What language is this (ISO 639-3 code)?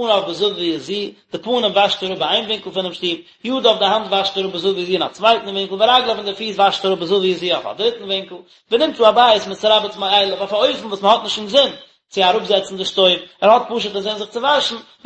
yid